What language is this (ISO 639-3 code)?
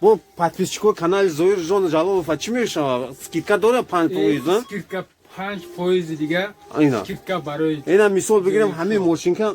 tgk